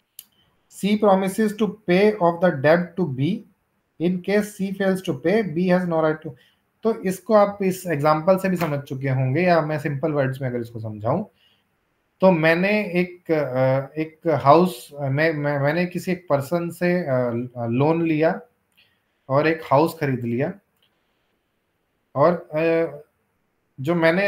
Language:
Hindi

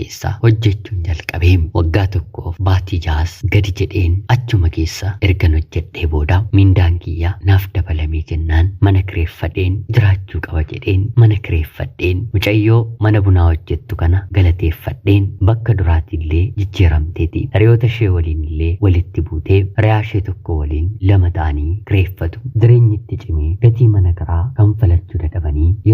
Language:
Oromo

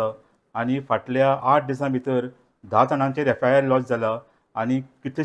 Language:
Konkani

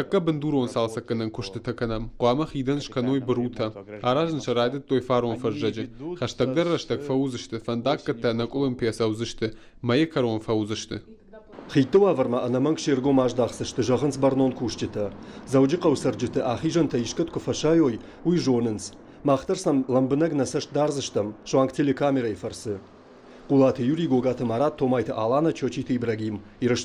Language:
Ossetic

